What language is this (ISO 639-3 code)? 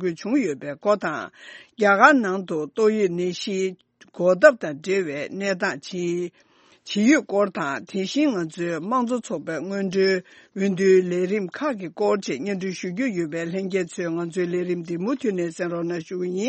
bod